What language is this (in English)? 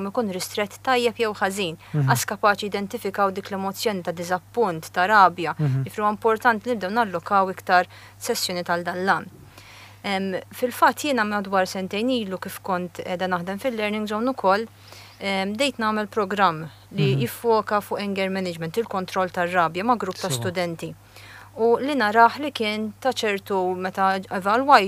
Maltese